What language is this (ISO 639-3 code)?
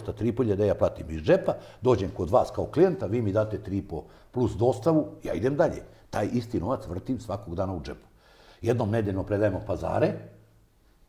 srp